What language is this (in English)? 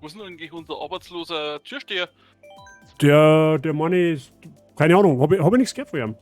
Bavarian